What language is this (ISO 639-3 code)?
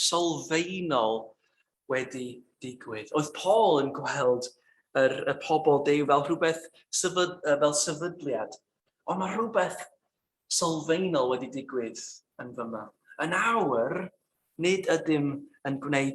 cym